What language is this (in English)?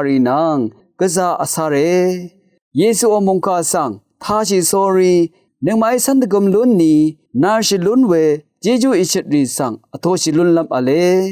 Rawang